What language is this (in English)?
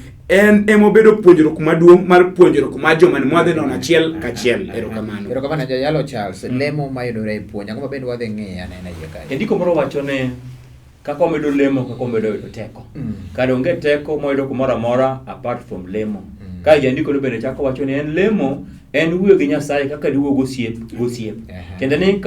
Luo (Kenya and Tanzania)